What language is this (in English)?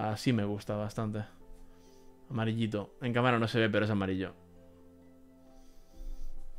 Spanish